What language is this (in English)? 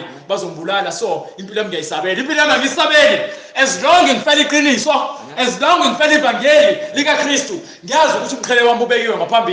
Zulu